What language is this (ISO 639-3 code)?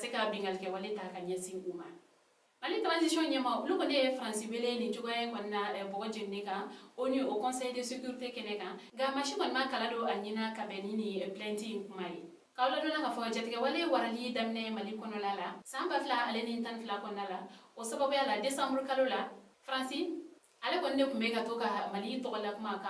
bam